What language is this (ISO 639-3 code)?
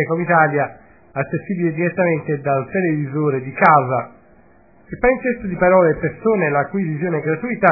ita